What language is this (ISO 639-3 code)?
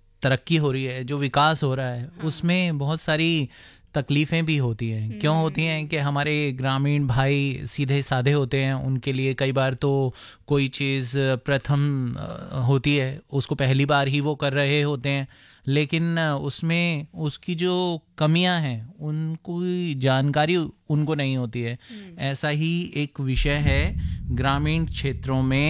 hin